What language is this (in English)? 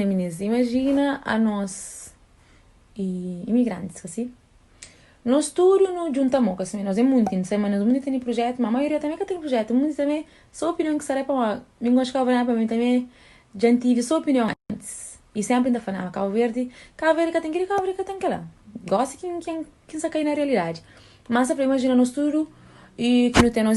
Kabuverdianu